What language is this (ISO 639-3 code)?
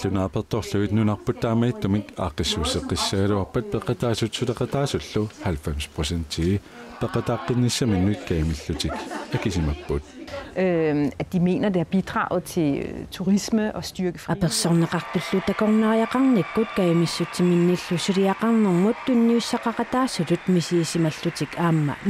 kal